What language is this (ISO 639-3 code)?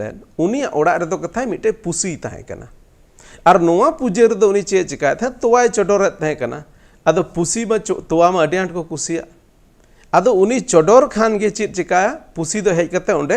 sat